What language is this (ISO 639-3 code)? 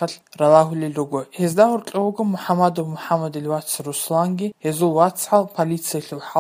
ava